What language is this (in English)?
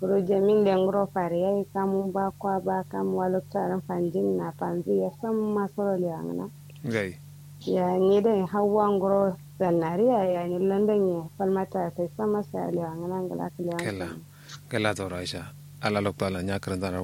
Kanuri